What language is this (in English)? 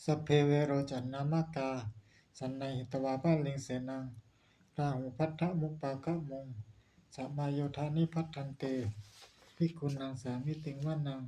Pali